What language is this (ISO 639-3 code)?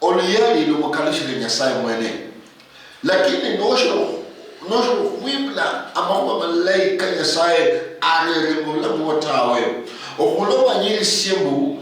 luy